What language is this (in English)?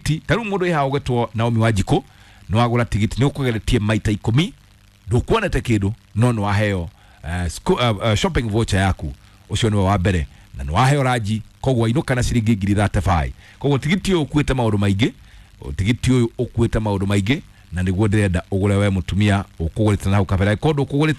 Kikuyu